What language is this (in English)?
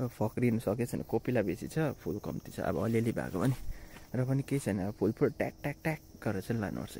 Nepali